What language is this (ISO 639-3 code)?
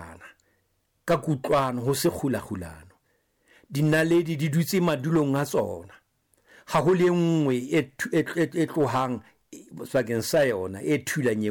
sot